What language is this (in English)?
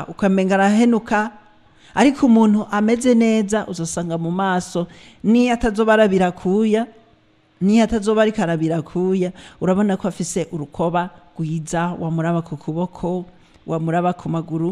Rundi